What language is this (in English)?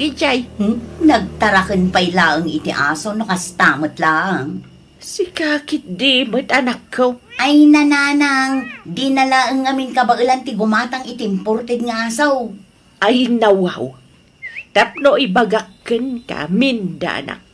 Iloko